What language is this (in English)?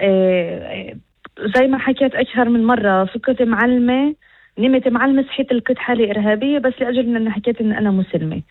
North Levantine Arabic